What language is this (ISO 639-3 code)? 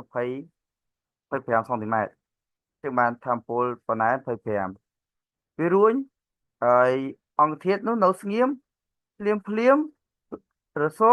khm